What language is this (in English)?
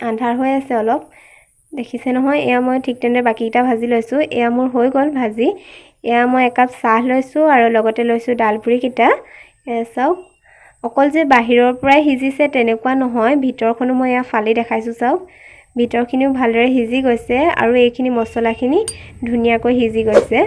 Assamese